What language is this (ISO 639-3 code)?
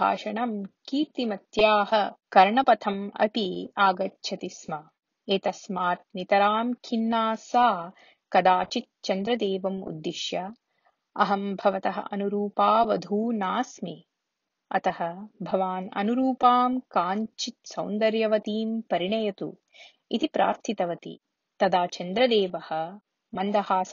san